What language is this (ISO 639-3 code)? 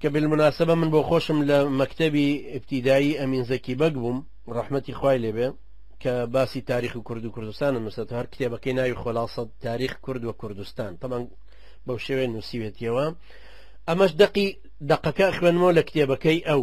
ckb